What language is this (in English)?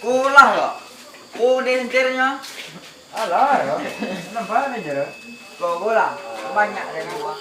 Minangkabau